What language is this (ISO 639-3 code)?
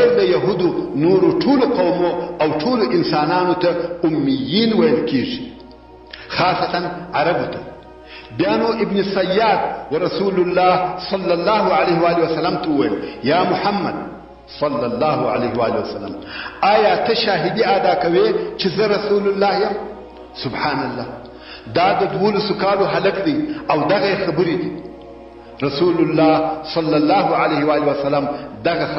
pus